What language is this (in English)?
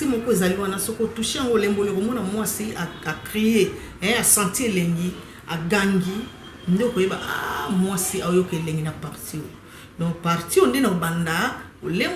Lingala